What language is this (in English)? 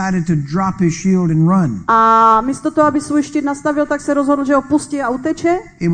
Czech